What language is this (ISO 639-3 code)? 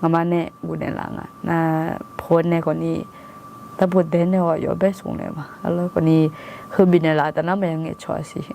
ahk